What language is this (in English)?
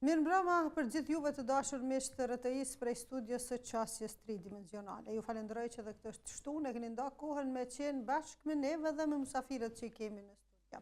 Albanian